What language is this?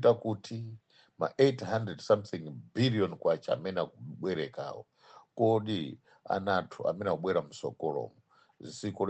Nyanja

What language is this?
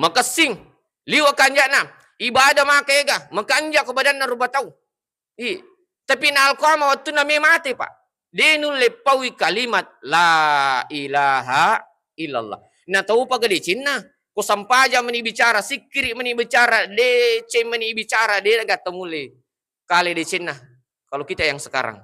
Buginese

